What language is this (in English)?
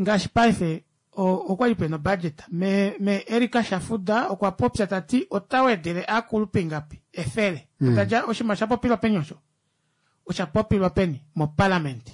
Kuanyama